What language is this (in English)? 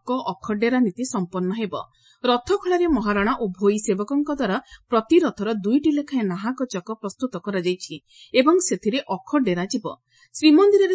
Odia